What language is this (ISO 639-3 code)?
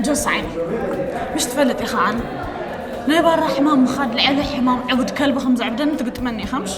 tir